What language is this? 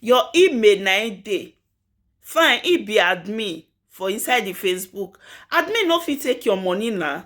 Nigerian Pidgin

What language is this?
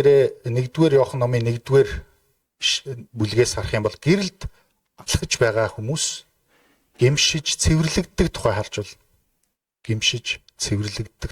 Mongolian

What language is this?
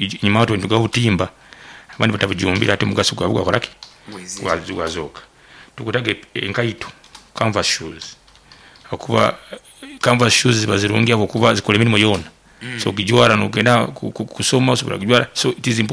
Nyoro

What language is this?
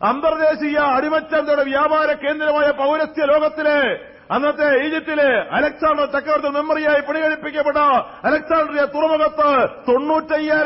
Malayalam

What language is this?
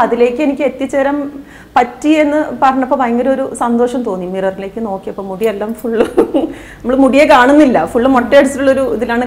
Malayalam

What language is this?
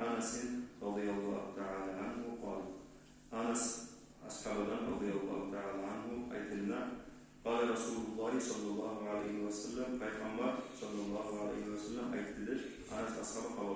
Kumyk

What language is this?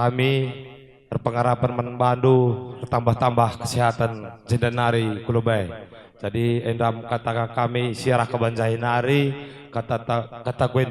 Batak Karo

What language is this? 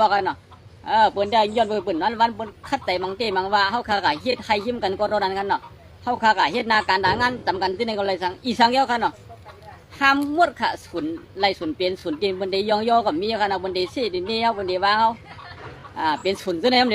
Shan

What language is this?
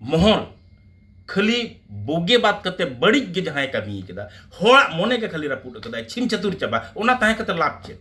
Santali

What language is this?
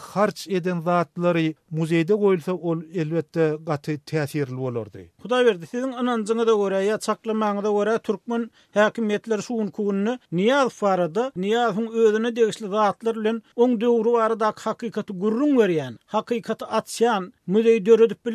Turkmen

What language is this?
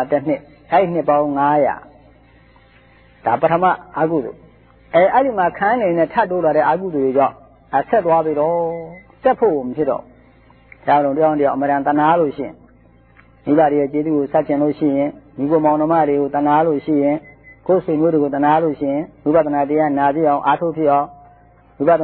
Burmese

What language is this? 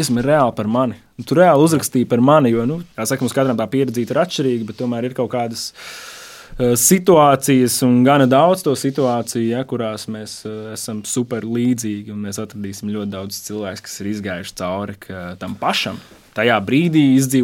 Latvian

